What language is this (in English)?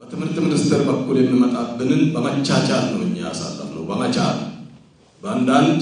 Amharic